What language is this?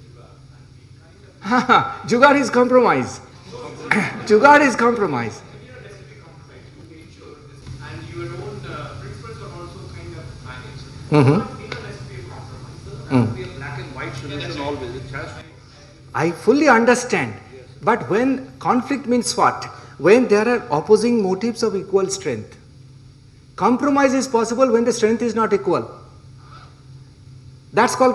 English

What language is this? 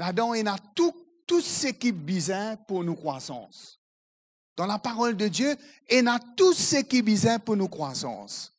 Morisyen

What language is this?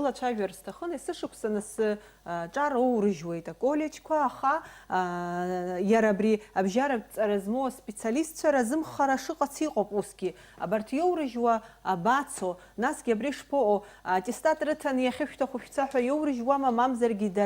Abkhazian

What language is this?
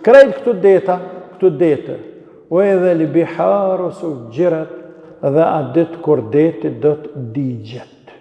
Albanian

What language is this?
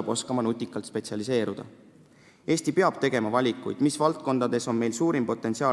Estonian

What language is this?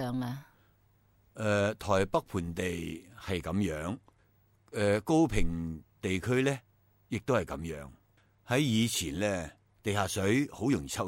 Cantonese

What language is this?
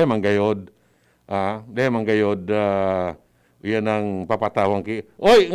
Bikol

